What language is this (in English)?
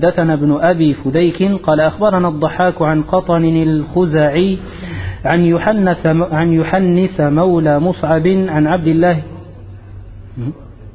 Arabic